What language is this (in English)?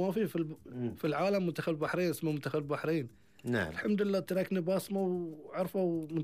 Gulf Arabic